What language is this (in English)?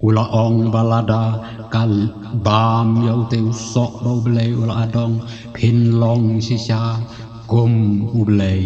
Khasi